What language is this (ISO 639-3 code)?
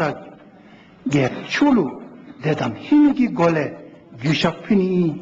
dzo